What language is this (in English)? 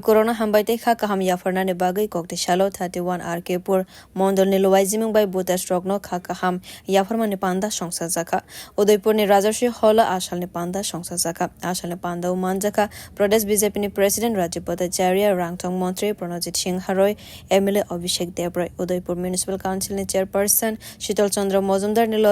Kok Borok